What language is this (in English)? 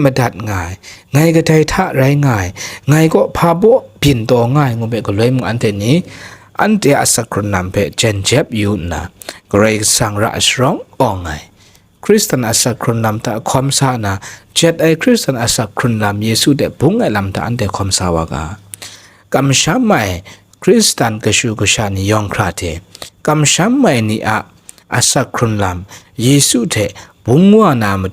Kachin